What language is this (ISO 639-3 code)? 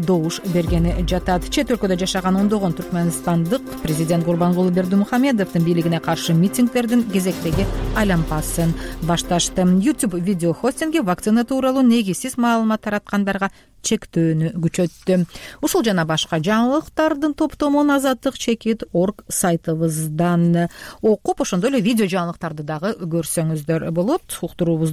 kir